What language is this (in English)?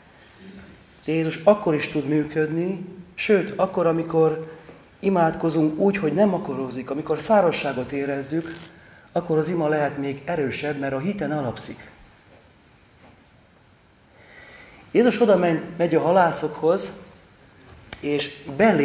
Hungarian